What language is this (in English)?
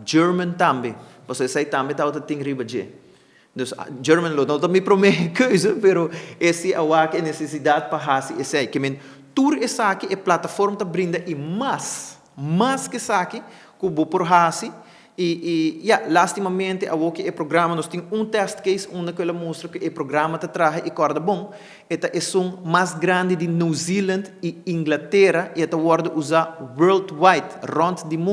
Papiamento